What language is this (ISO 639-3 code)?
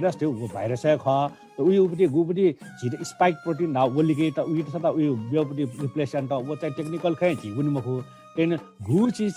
new